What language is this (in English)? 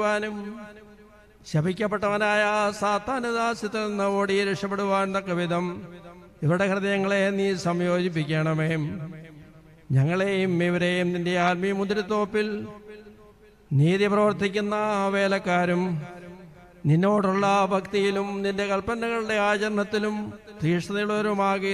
Malayalam